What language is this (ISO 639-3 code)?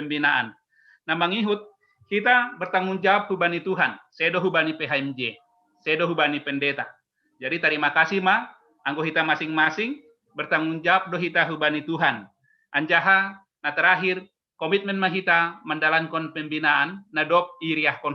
bts